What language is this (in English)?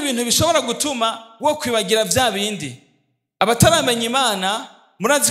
Rundi